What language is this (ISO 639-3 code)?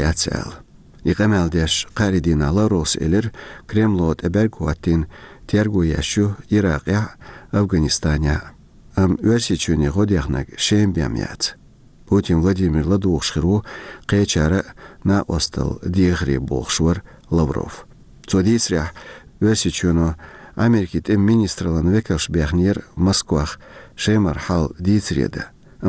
che